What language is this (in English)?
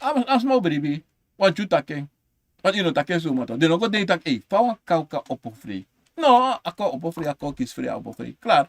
Sranan Tongo